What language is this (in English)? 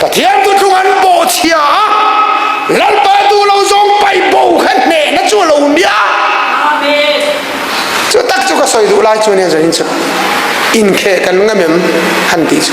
Hakha Chin